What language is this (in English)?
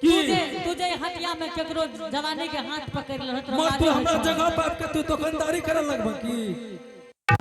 Angika